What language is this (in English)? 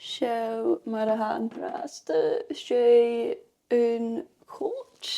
Scottish Gaelic